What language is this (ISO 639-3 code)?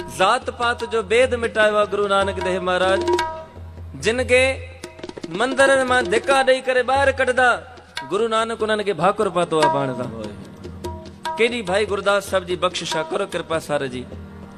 snd